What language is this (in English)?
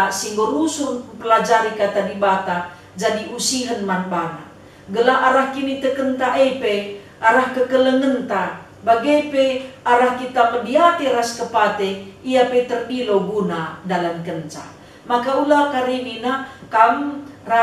Batak Karo